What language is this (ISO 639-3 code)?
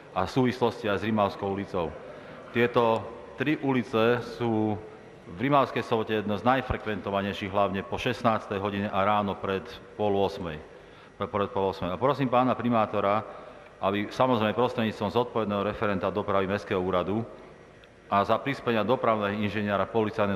slk